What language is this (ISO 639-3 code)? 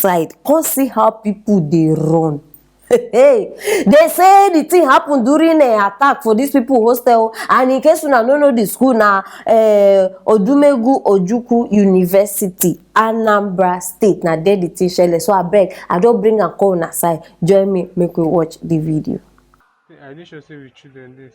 pcm